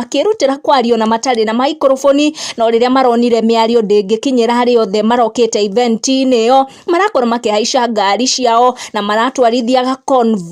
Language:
Kikuyu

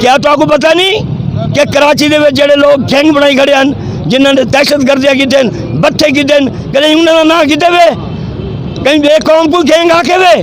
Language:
Saraiki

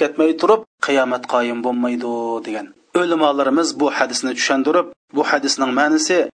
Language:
Uyghur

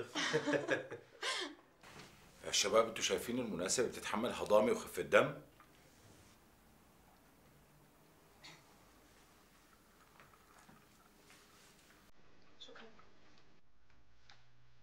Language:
North Levantine Arabic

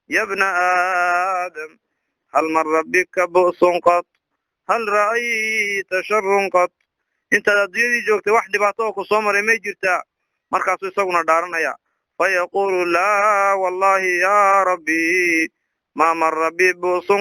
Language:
Somali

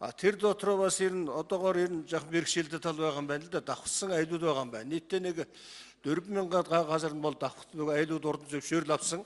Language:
Mongolian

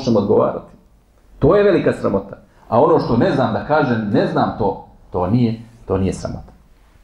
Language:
Bosnian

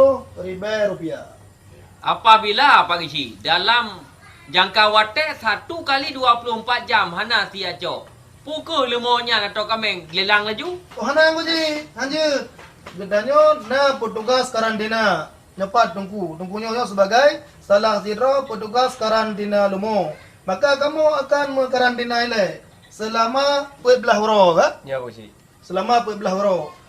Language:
Achinese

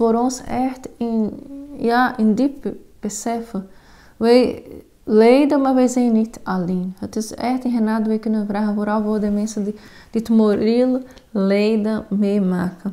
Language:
Dutch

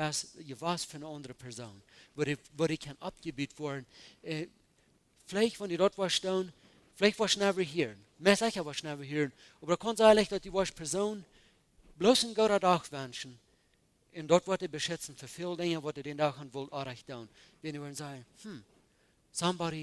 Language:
Plautdietsch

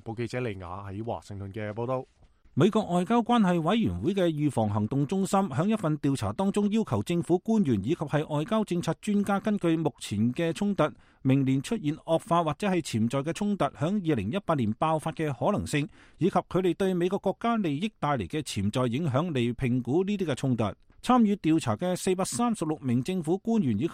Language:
Cantonese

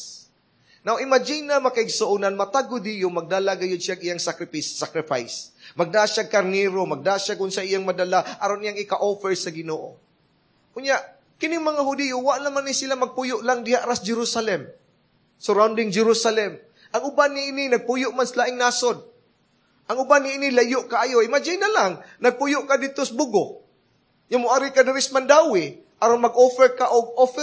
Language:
Cebuano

